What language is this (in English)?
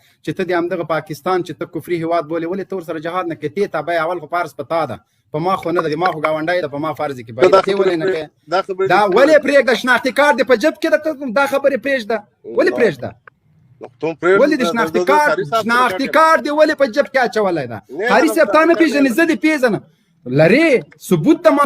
Pashto